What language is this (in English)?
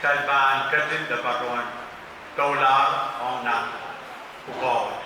Pohnpeian